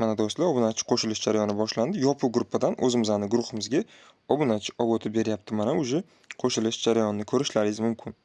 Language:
Uzbek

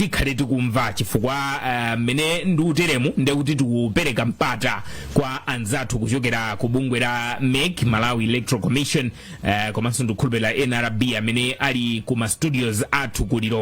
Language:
Nyanja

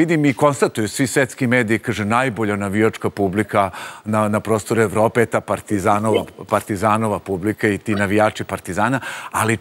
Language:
Serbian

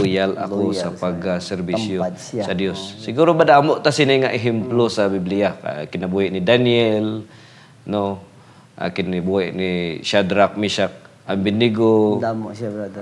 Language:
Hiligaynon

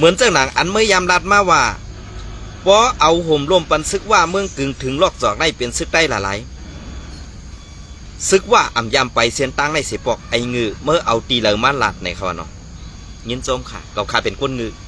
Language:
Shan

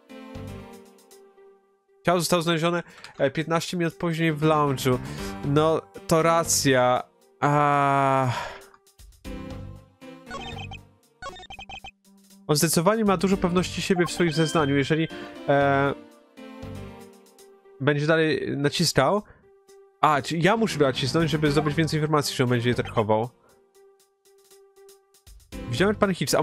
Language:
Polish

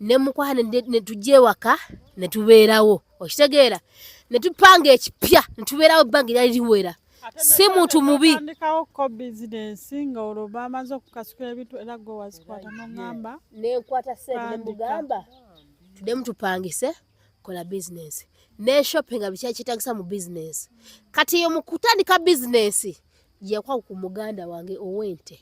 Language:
Ganda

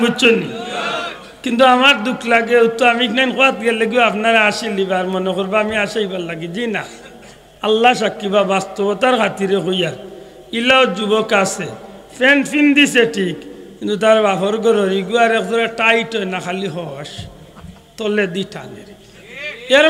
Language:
Sylheti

